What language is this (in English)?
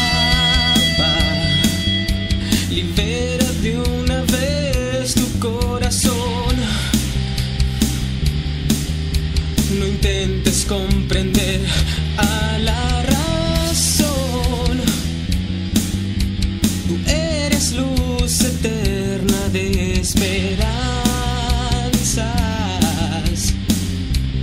Spanish